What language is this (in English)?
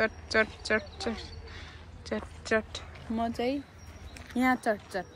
Nepali